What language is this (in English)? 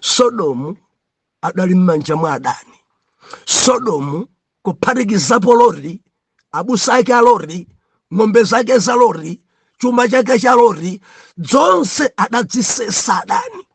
Nyanja